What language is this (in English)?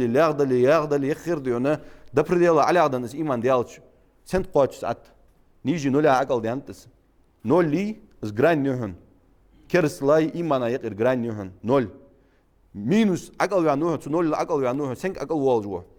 Ingush